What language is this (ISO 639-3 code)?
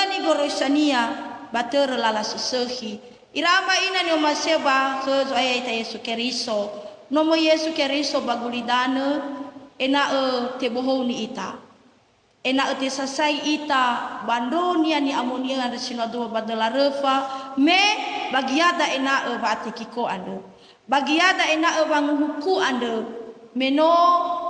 nia